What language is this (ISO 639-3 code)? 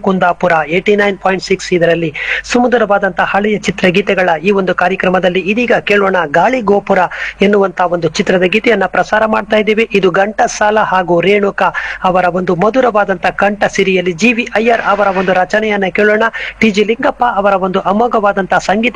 kan